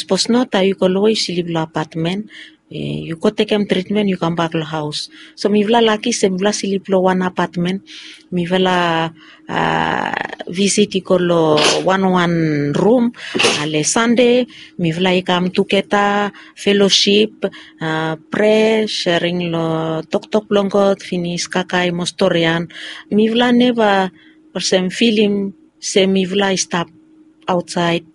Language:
Bislama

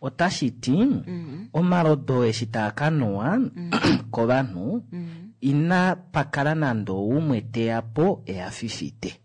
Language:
Kuanyama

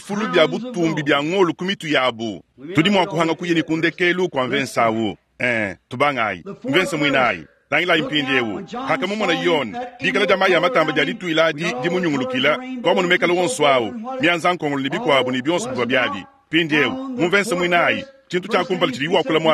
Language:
Luba-Lulua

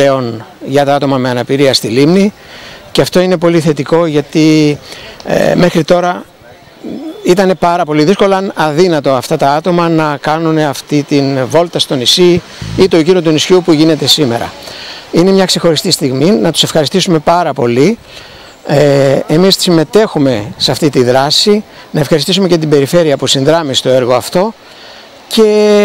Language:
Greek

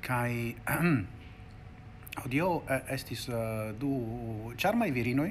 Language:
Esperanto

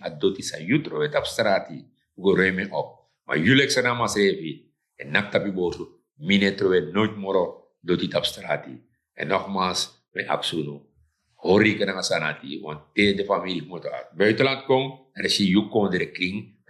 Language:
Sranan Tongo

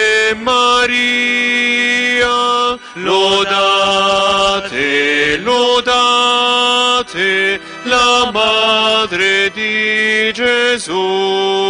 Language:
Italian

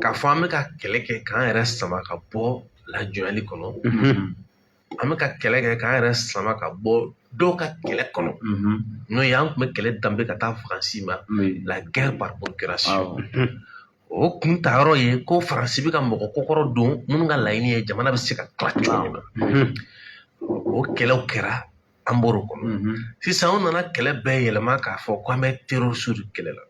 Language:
Bambara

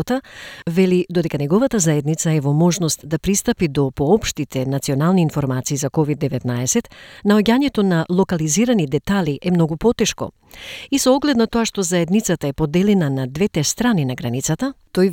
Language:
Macedonian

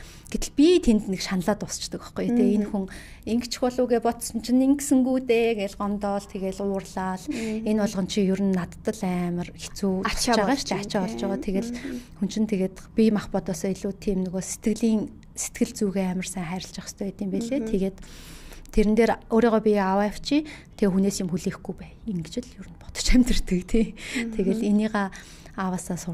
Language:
Mongolian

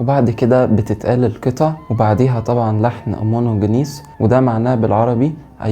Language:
Egyptian Arabic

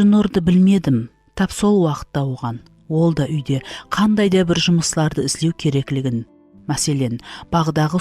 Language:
Kara-Kalpak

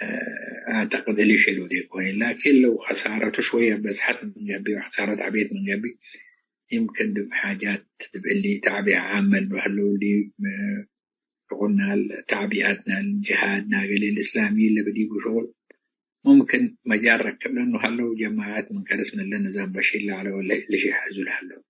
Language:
Tigre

